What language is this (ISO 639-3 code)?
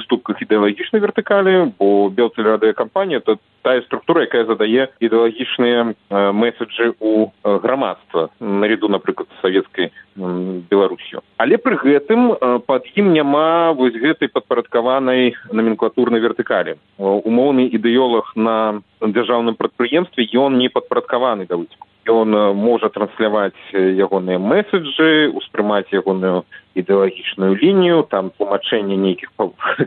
bel